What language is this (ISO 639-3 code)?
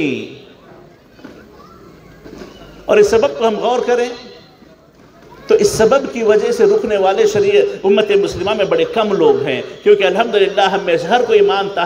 urd